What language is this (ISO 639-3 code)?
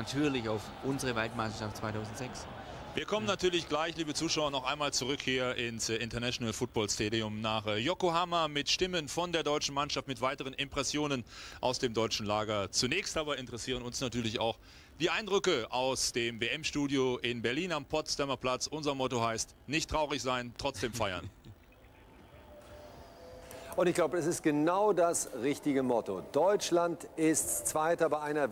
deu